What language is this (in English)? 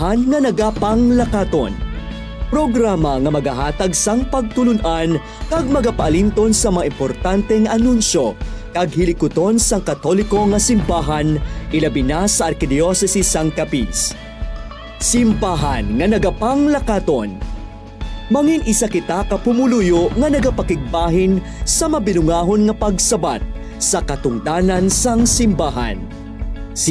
Hiligaynon